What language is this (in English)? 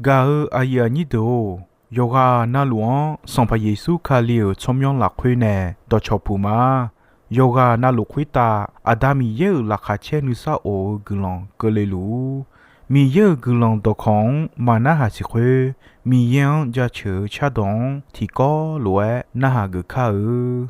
Akha